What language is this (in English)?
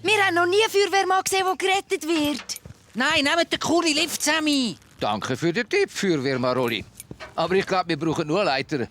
Swiss German